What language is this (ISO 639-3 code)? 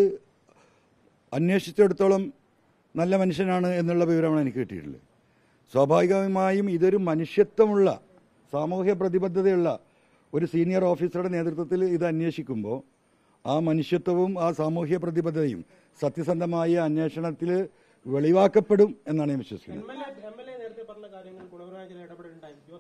mal